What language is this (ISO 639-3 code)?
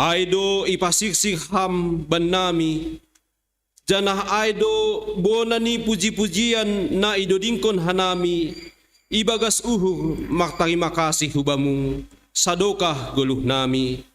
bts